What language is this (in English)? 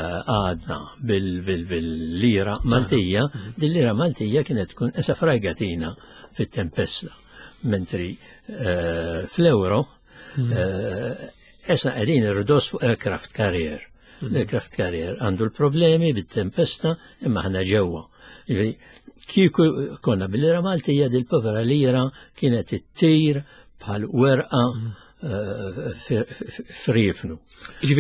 Maltese